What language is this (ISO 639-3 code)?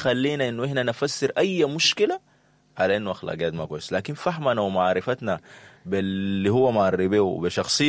apd